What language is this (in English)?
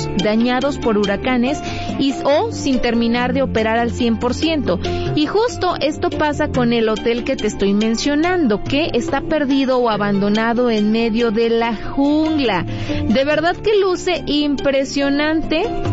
Spanish